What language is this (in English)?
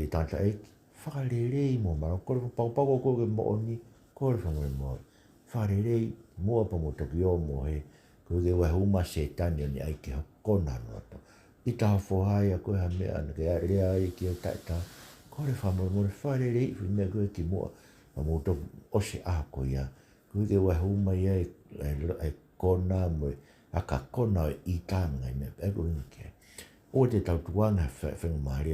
Tongan